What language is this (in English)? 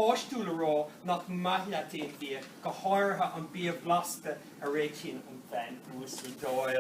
Irish